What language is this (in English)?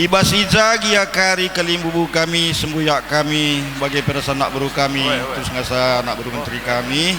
Batak Karo